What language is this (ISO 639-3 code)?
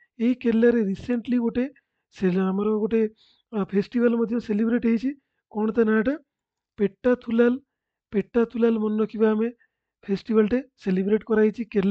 ori